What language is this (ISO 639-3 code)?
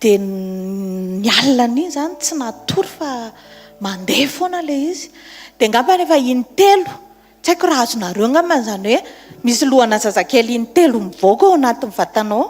mlg